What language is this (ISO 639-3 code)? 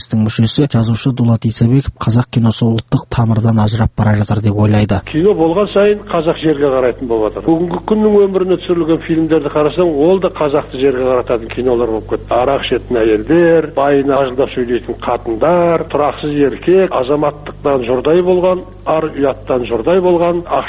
kaz